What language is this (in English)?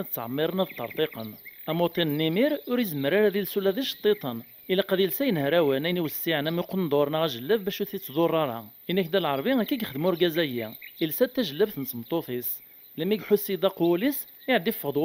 Kabyle